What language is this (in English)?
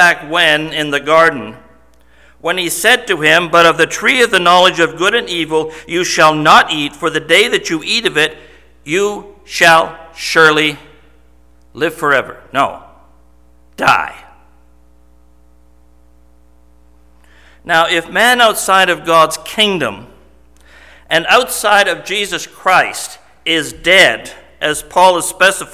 English